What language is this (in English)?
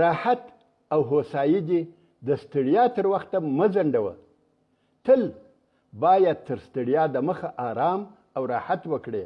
Pashto